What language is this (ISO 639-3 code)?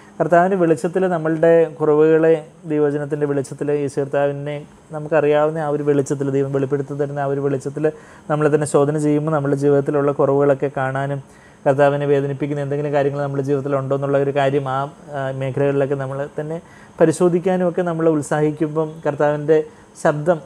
mal